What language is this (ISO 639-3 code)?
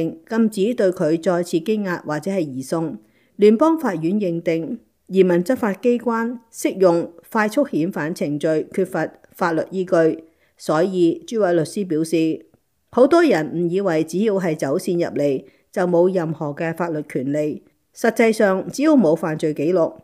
yue